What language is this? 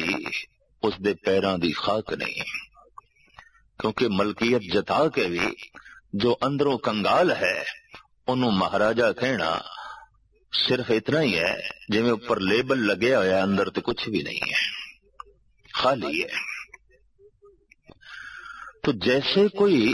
Punjabi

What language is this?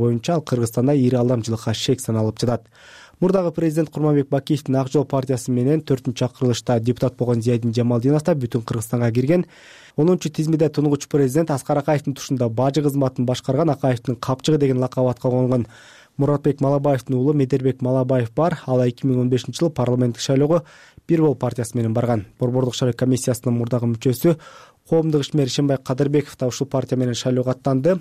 Kyrgyz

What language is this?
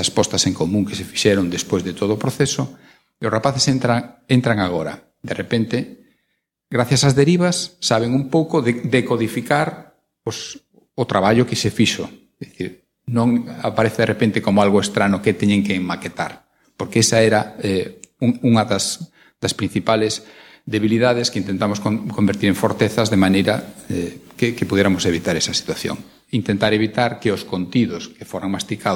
Galician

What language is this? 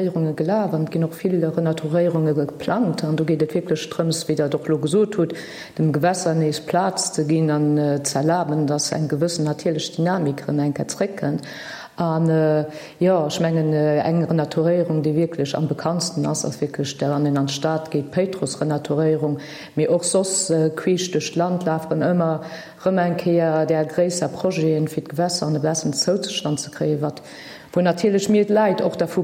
Luxembourgish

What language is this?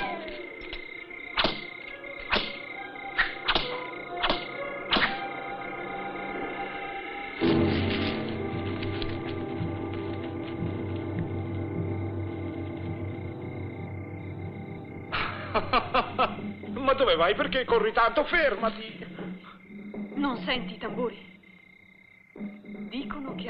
Italian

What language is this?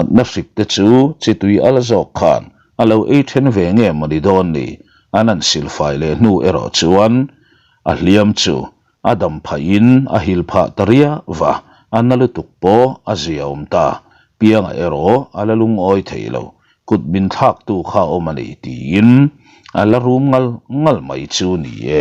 Mizo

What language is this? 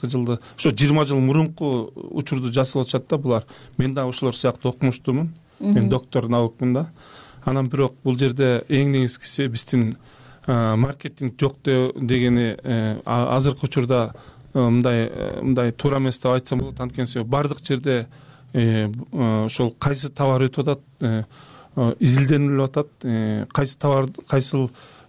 Kyrgyz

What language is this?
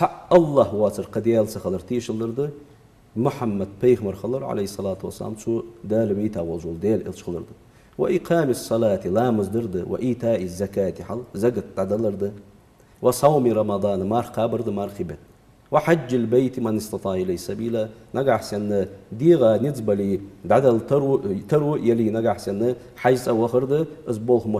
Ingush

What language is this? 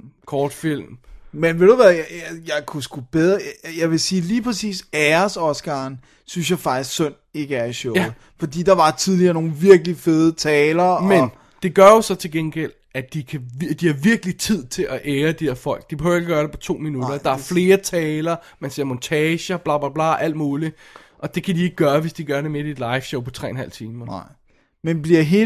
Danish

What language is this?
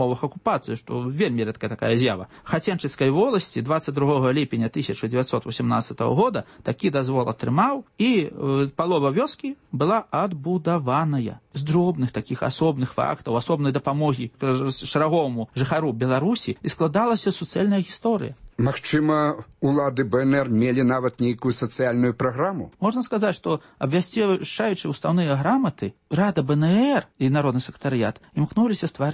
Belarusian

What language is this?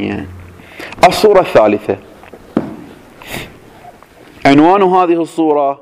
Arabic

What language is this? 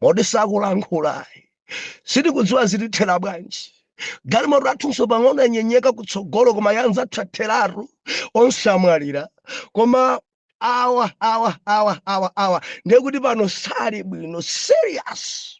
Nyanja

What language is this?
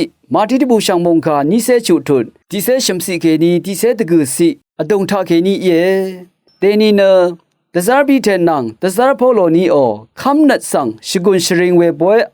Rawang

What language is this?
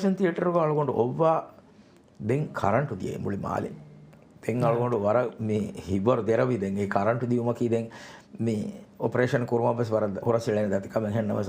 Divehi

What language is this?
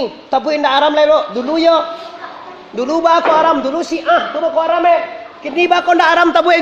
Minangkabau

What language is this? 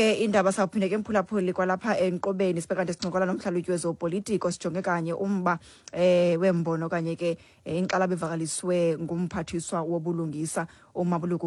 Xhosa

